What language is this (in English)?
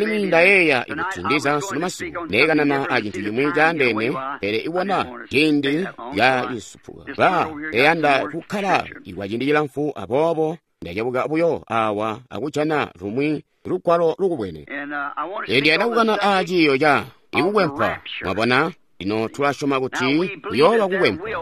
Tonga (Zambia)